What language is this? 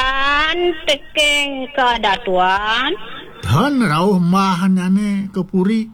Balinese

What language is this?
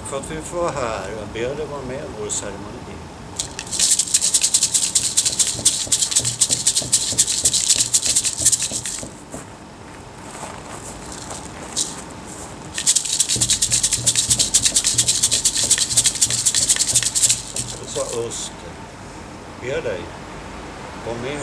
Swedish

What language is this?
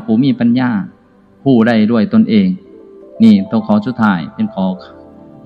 Lao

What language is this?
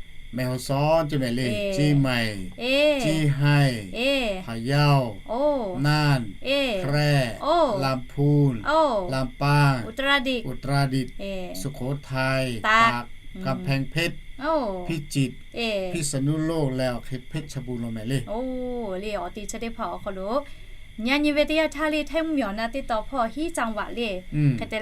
Lahu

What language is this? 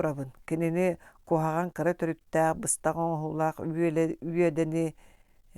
Yakut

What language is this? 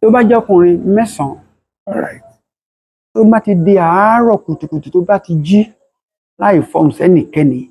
Yoruba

